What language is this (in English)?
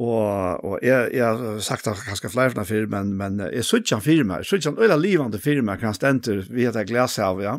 Faroese